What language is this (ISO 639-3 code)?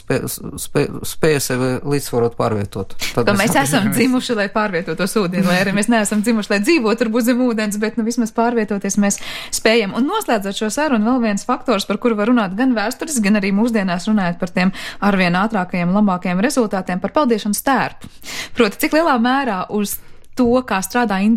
lav